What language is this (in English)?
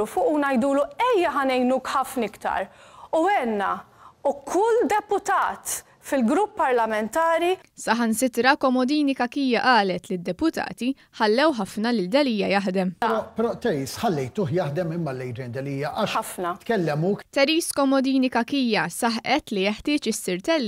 Maltese